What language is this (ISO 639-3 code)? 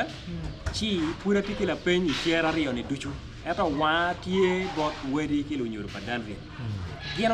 ach